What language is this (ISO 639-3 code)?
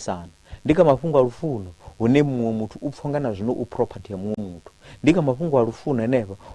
ven